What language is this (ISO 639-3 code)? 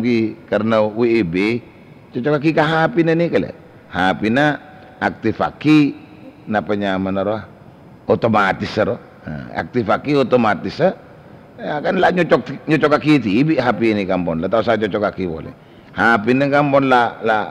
mad